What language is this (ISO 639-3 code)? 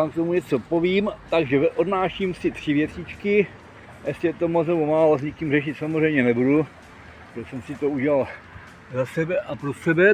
ces